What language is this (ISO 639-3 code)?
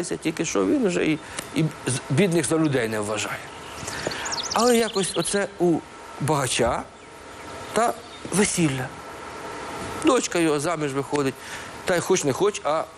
ukr